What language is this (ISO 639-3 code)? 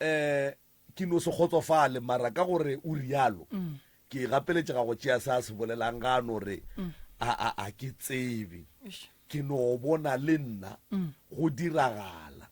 nso